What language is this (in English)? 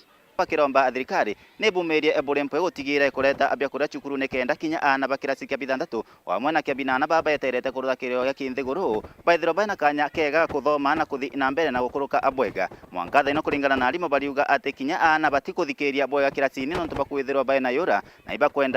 Meru